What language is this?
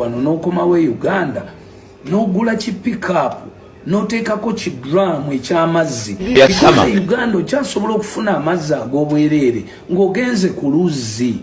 Ganda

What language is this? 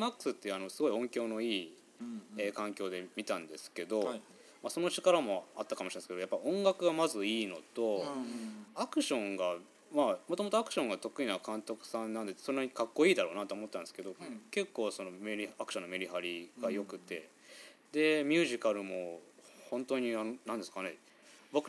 Japanese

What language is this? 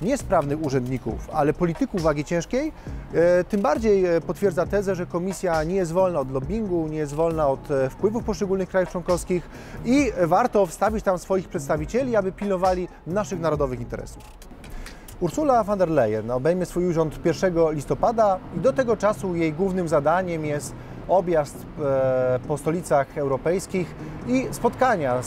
Polish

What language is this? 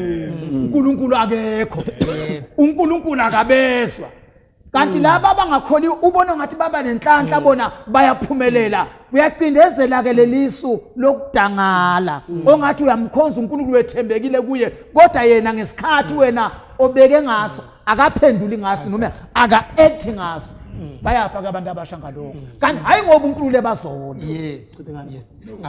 Zulu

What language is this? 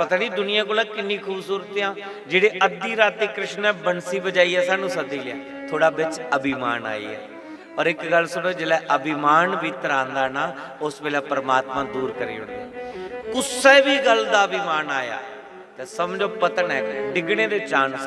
Dogri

